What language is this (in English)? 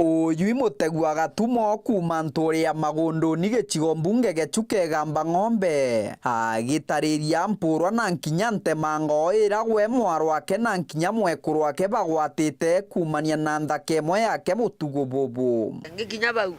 Meru